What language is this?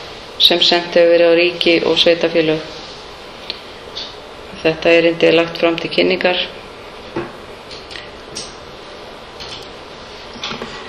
Icelandic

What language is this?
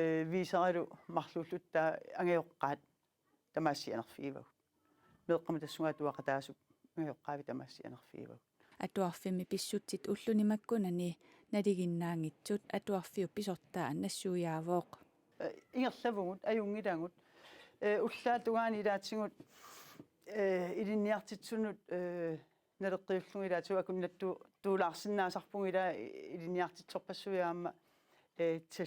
Kalaallisut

